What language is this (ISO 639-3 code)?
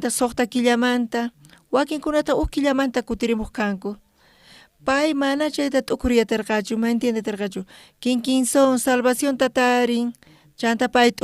quh